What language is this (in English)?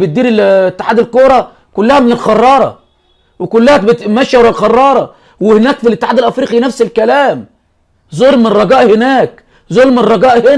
Egyptian Arabic